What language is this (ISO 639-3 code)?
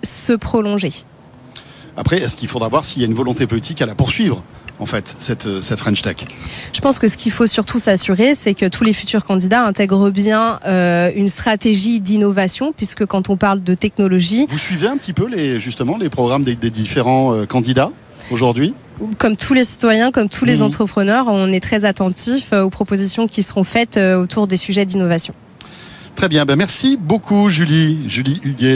fra